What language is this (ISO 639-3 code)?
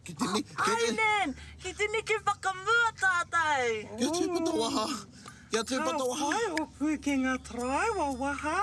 mri